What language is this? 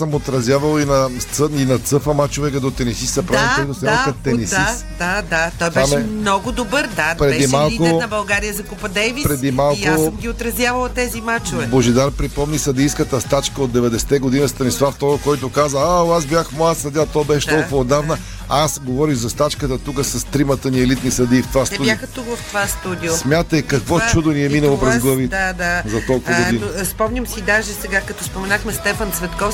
Bulgarian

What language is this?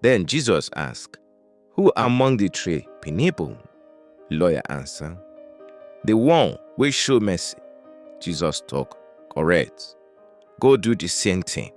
Nigerian Pidgin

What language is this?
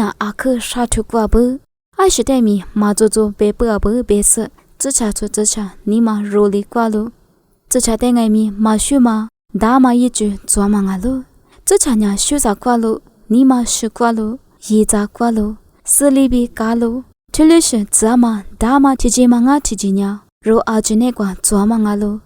Lisu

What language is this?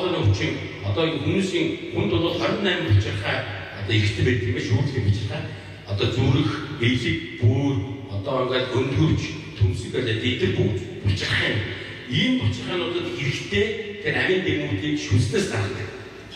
Mongolian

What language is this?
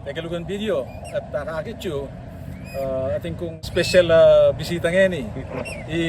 Pampanga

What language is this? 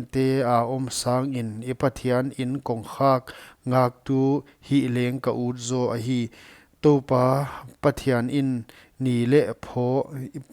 Paite Chin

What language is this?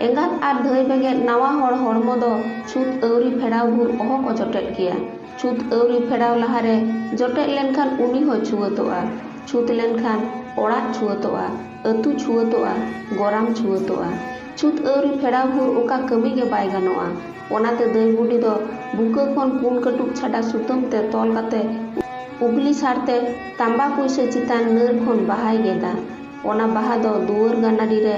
Santali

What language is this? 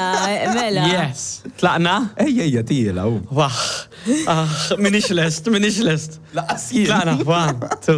Maltese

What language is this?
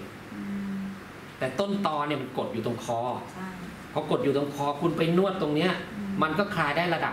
Thai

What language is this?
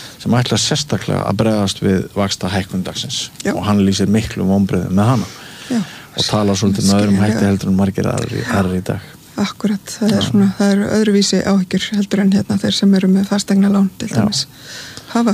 Icelandic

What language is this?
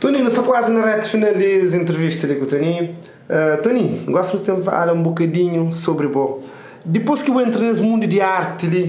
Kabuverdianu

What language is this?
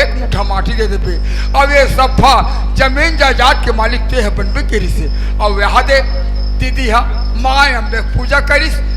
Chhattisgarhi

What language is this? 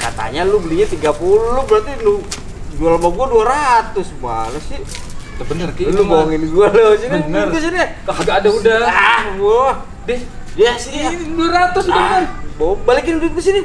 Betawi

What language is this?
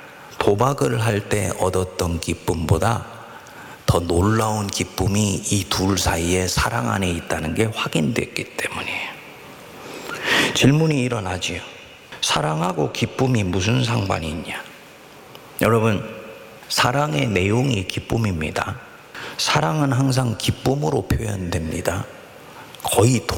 Korean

